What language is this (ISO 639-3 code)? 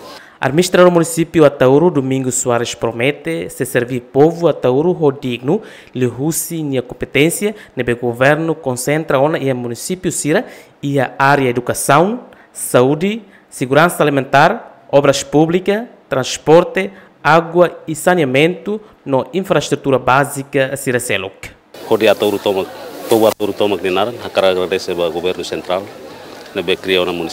tet